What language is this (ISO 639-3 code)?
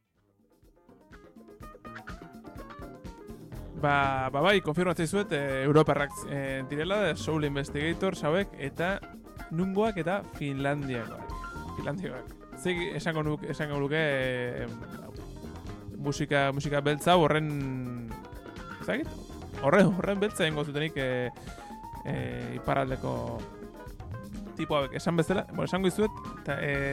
eus